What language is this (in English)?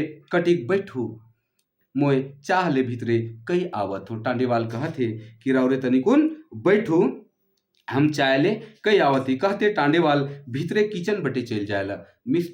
Sadri